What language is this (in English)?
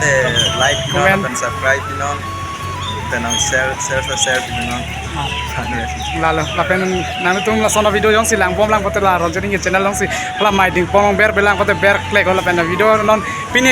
Karbi